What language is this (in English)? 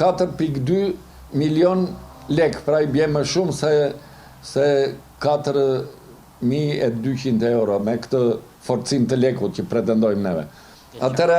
Albanian